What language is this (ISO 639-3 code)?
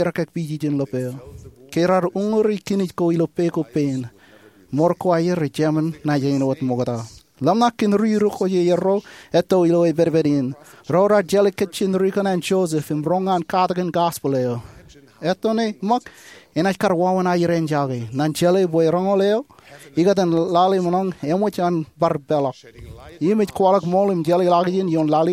mah